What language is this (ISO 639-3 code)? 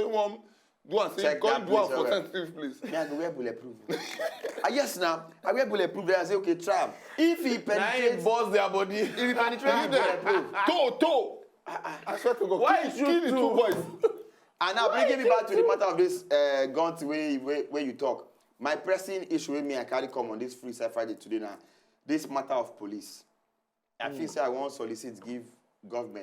pcm